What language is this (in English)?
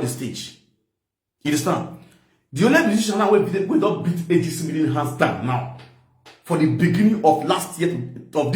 Nigerian Pidgin